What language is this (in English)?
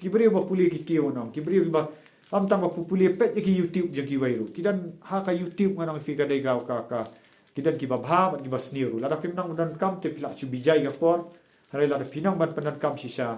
Khasi